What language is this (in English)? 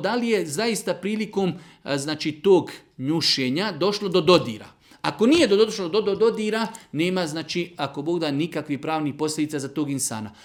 Bosnian